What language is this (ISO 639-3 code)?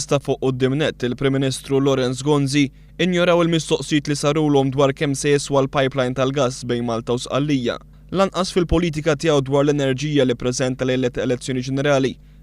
mlt